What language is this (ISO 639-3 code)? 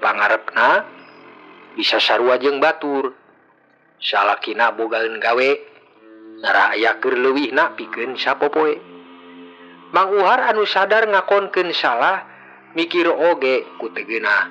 sun